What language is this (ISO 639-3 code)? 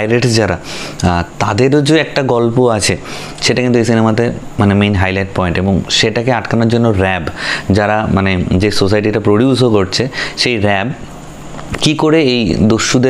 ben